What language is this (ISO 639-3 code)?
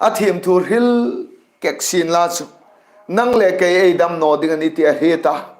hmr